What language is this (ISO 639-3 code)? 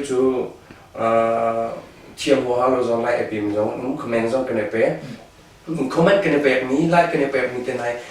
cnh